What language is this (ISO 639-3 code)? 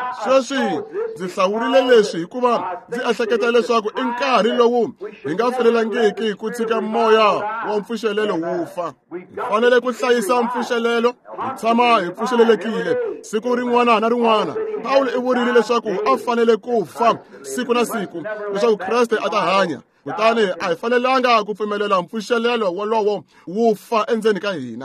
tso